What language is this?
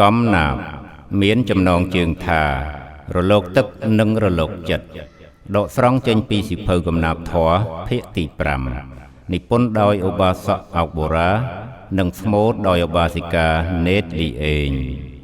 Khmer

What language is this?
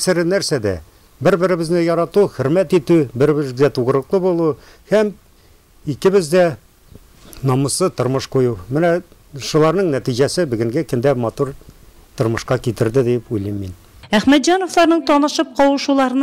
Tatar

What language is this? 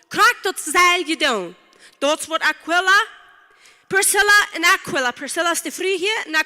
Plautdietsch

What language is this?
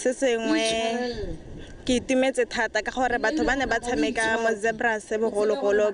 Tswana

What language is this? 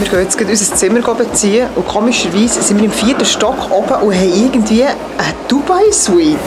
Swiss German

